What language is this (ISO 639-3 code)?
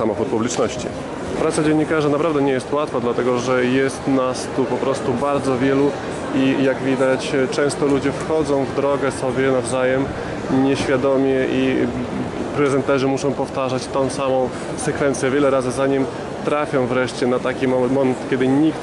pol